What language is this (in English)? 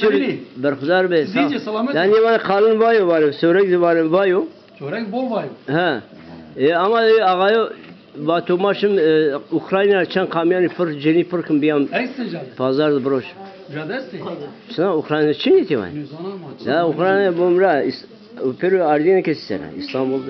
Zaza